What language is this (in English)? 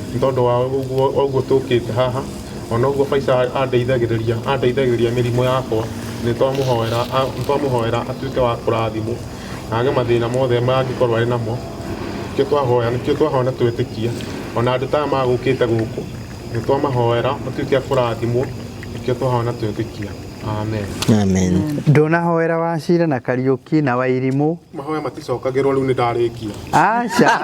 Kikuyu